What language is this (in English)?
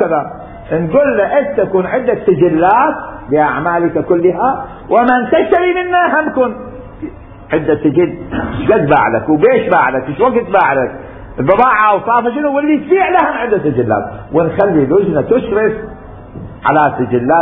Mesopotamian Arabic